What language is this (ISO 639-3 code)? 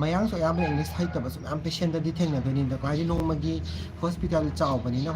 mni